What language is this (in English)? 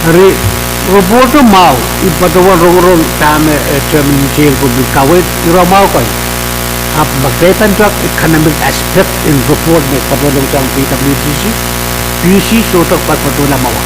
Pohnpeian